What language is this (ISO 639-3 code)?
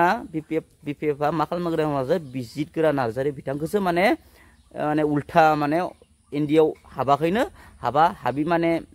brx